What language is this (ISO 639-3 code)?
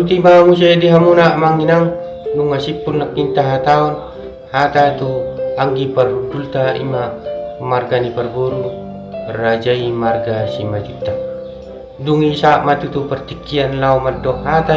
bbc